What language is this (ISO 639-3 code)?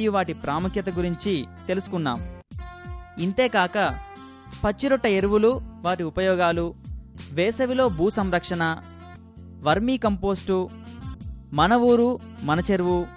tel